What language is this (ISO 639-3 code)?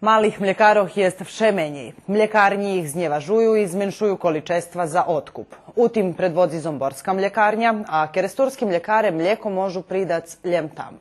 rue